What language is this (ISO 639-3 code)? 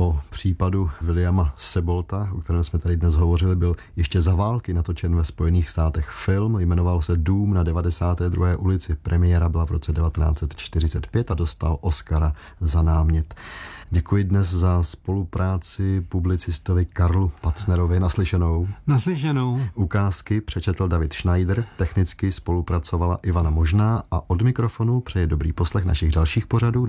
ces